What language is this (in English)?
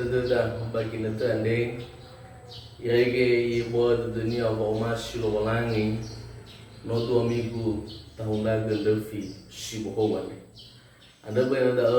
Nias